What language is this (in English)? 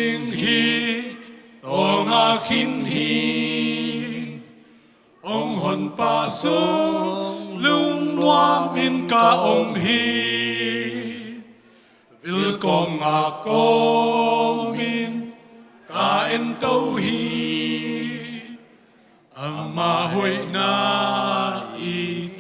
Tedim Chin